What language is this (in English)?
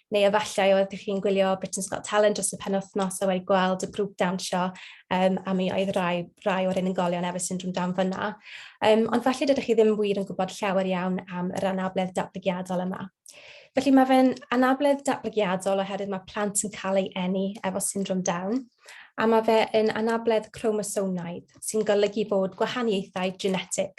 Welsh